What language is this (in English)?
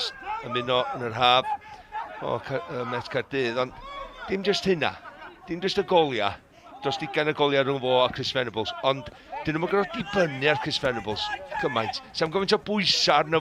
Welsh